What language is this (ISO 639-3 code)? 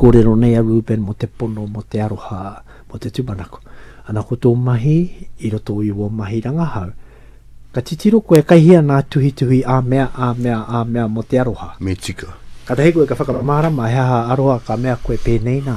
mri